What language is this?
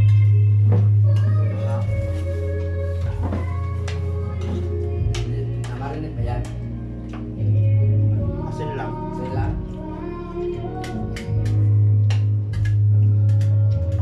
Filipino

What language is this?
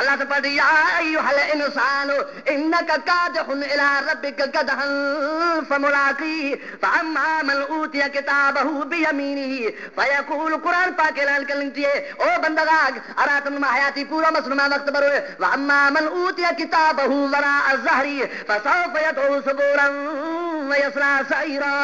Brahui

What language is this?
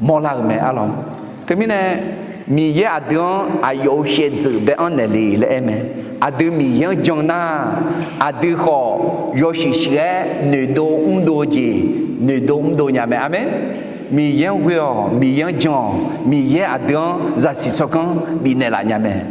Akha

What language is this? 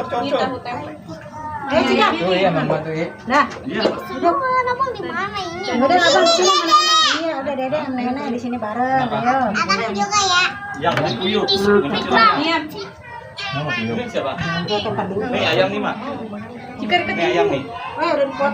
Betawi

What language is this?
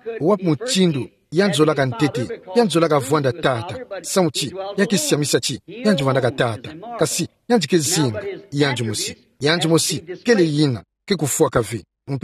Kituba (Democratic Republic of Congo)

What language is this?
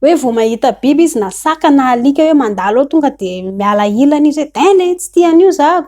Malagasy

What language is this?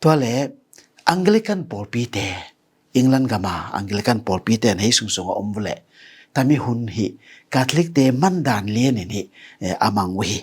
Tedim Chin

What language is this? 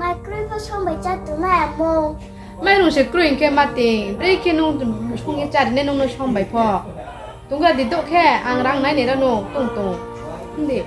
Riang (India)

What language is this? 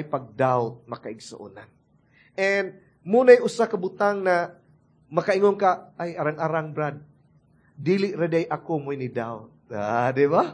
Cebuano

